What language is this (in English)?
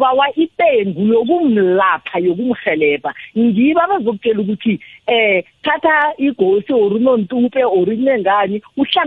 South Ndebele